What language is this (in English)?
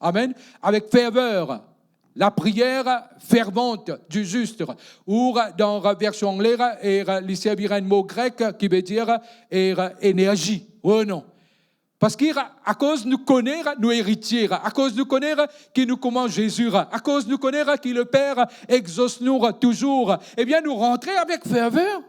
Morisyen